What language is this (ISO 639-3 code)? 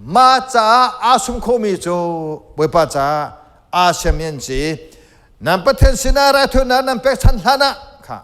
cnh